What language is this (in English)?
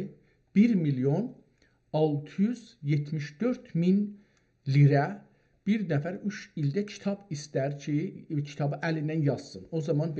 South Azerbaijani